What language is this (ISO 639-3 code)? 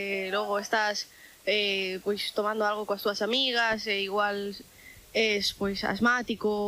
glg